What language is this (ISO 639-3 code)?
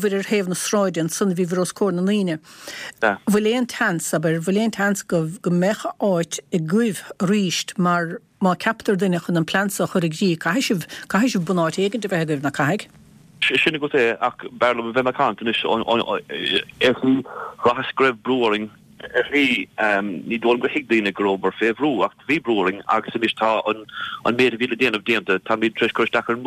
gle